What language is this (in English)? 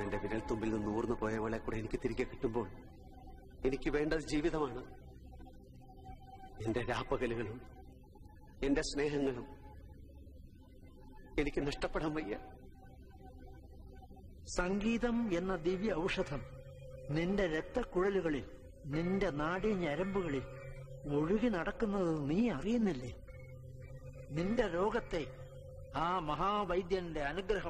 Malayalam